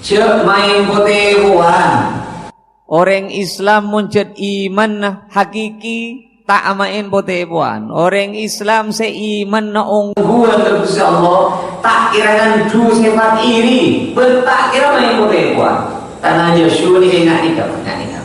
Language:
Madurese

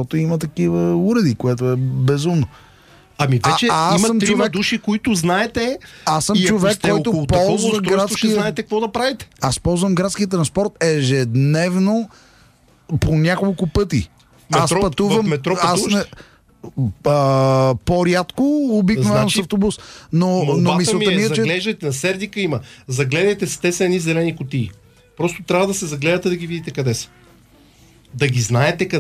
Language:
Bulgarian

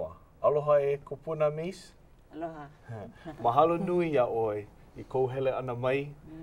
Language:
Hawaiian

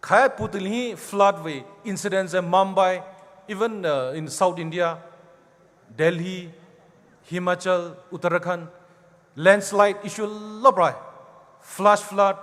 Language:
Poumei Naga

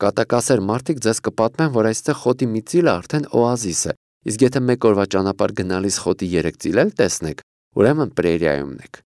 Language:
Armenian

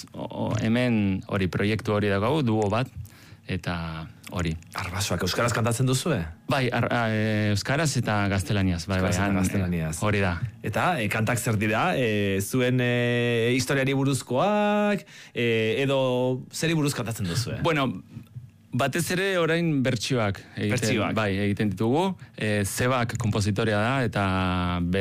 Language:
Basque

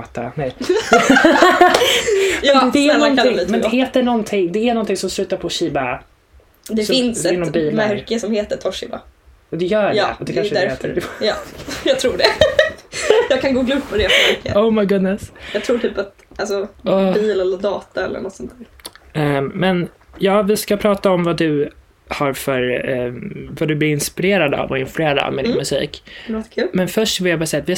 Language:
Swedish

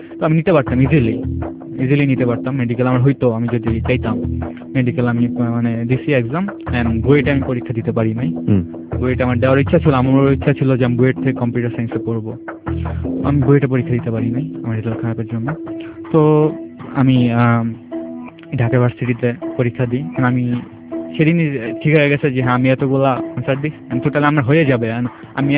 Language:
Bangla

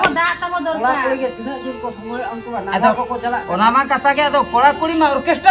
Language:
Santali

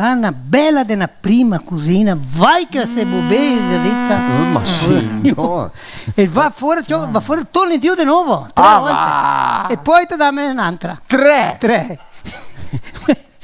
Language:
Venetian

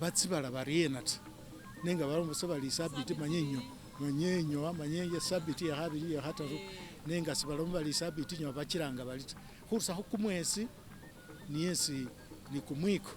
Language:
Masaaba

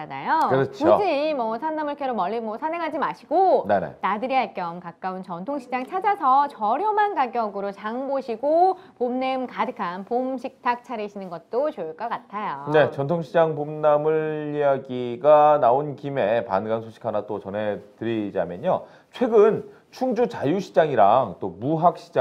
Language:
Korean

